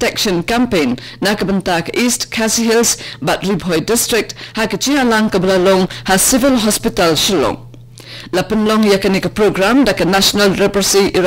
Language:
Khasi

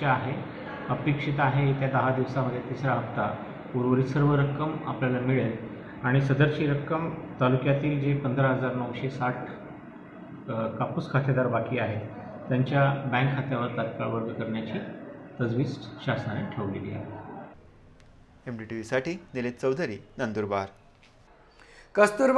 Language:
Marathi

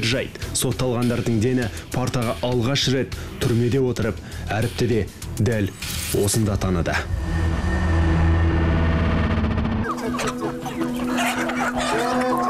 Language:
Kazakh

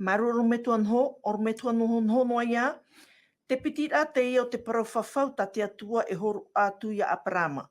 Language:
Tahitian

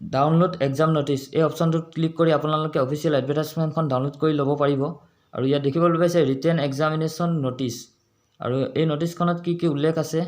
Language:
Assamese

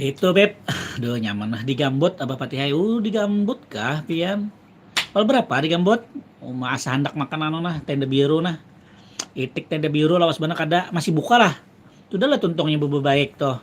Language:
Banjar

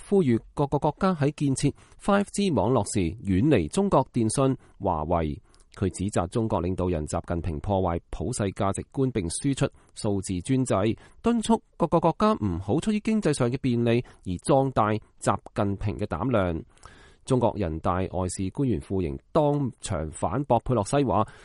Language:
Cantonese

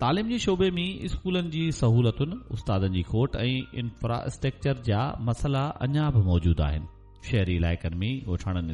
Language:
Sindhi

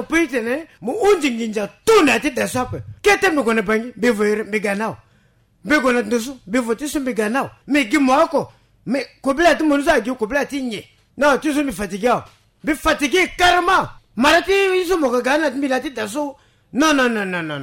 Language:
Sango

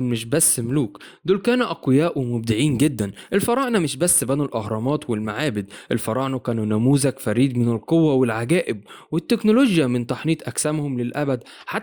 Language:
Egyptian Arabic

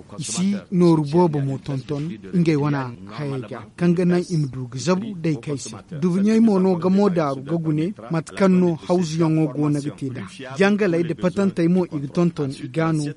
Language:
Zarma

